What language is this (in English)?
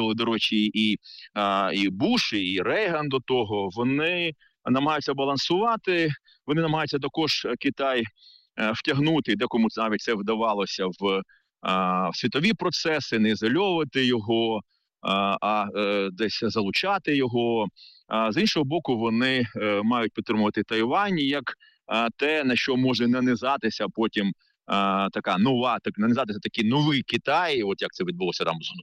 Ukrainian